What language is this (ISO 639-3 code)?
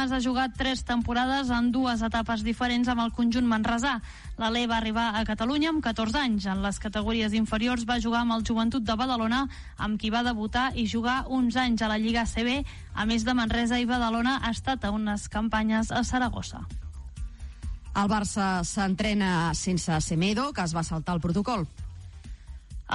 cat